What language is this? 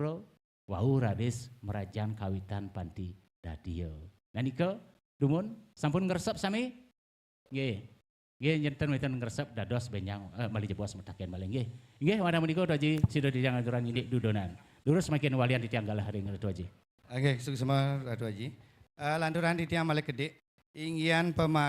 Balinese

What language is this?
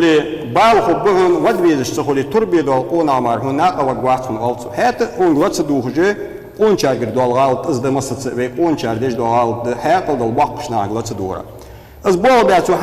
Ingush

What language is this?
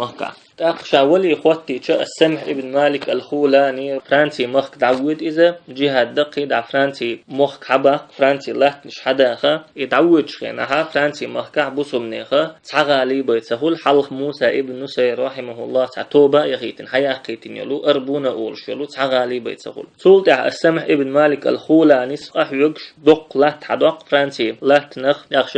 Chechen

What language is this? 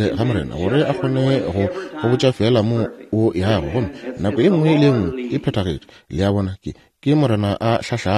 Northern Sotho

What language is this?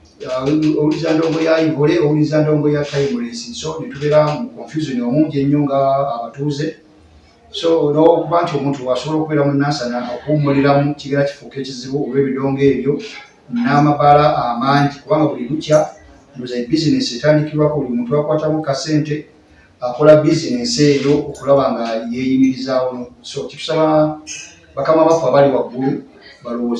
Ganda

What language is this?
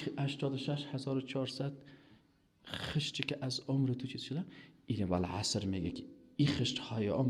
Persian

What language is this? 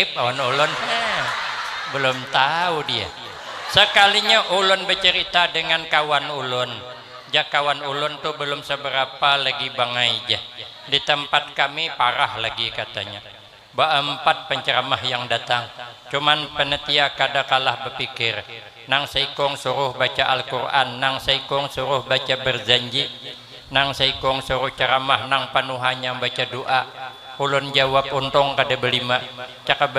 Banjar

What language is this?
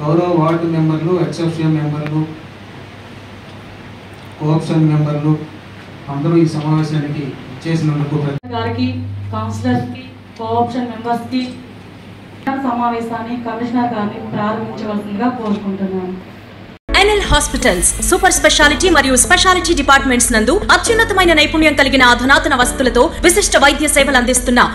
Telugu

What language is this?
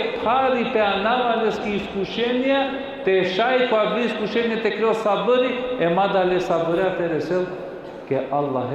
Balkan Romani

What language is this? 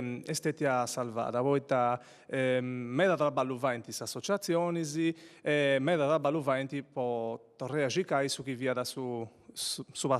Sardinian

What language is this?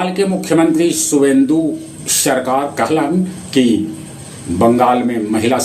Magahi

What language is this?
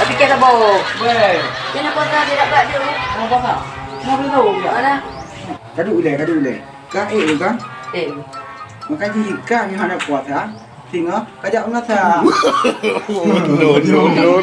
Achinese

